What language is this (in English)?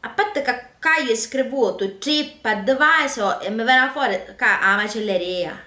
Sicilian